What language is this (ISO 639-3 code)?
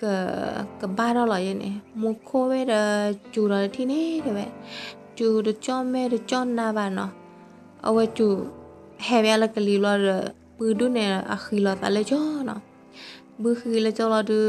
ksw